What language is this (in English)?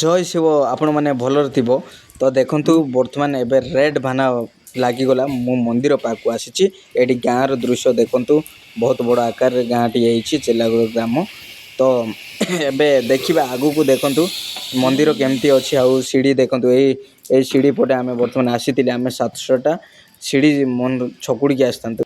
Odia